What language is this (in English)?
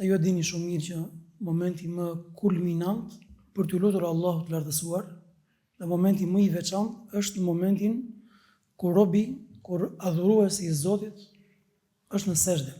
Albanian